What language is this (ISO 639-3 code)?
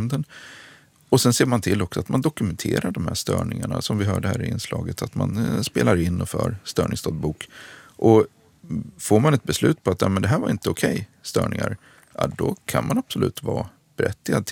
swe